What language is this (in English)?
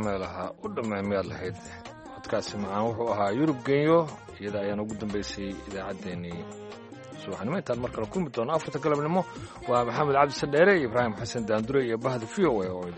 Somali